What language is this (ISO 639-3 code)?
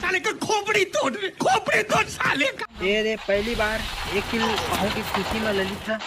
hne